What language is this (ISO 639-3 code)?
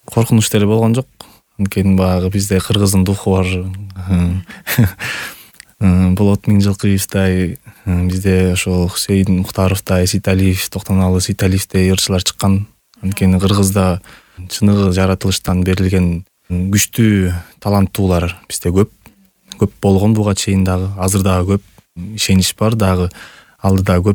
kir